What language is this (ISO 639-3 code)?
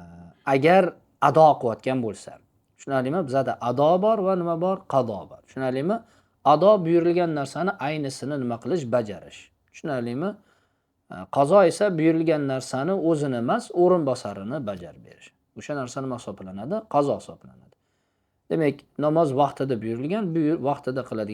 uzb